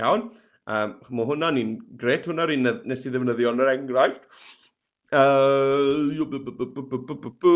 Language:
Welsh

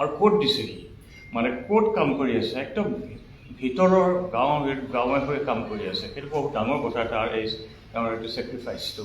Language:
Assamese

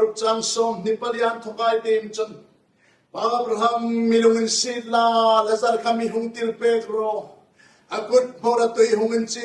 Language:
Hmar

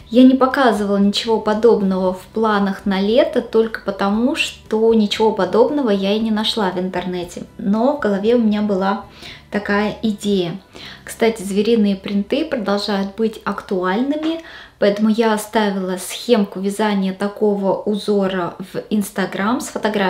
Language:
Russian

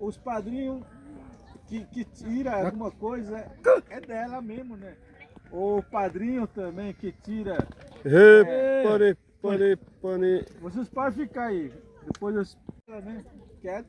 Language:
Xavánte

